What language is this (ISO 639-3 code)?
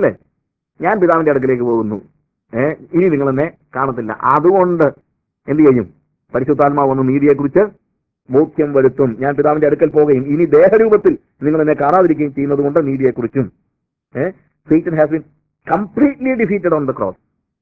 mal